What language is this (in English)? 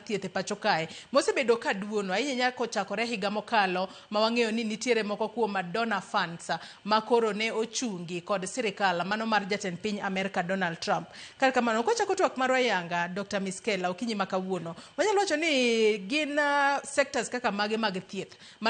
Luo (Kenya and Tanzania)